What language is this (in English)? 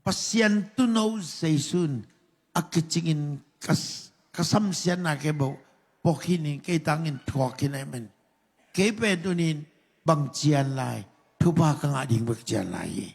Tedim Chin